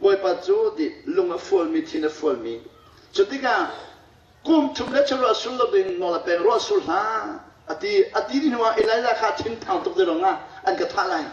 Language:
Hakha Chin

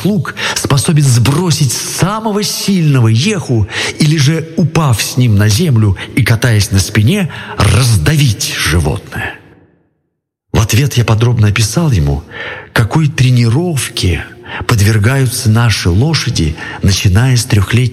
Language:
Russian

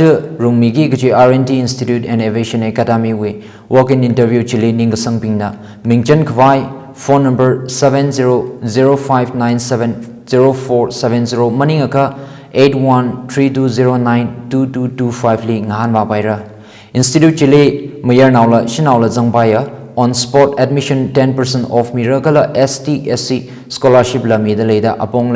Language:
Tangkhul Naga (India)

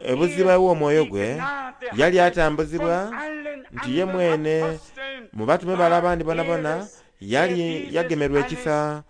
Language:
Soga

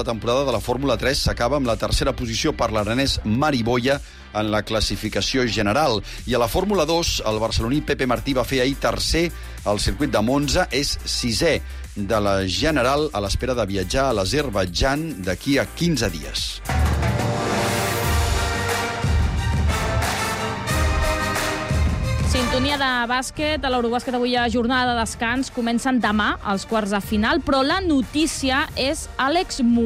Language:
Catalan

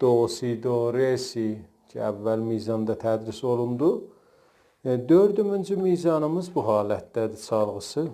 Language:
South Azerbaijani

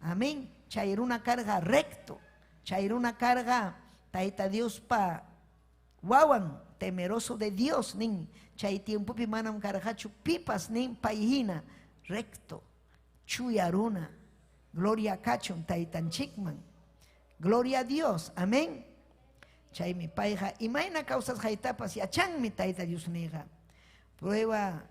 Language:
Ayacucho Quechua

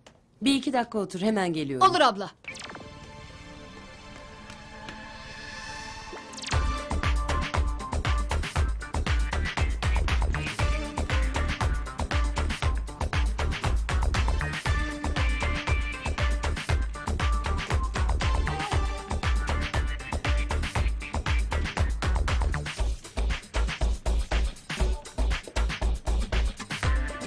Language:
Turkish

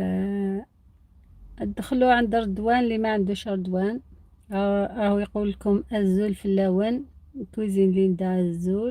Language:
Algerian Arabic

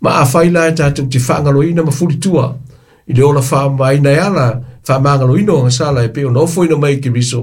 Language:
Samoan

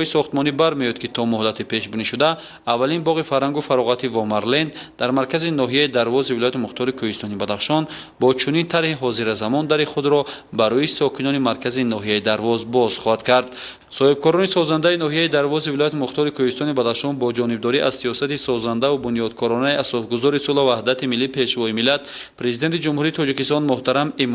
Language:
Tajik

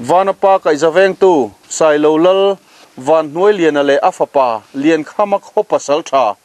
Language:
Mizo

